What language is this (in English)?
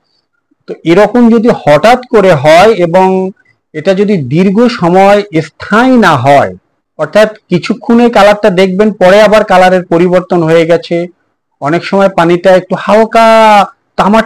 Bangla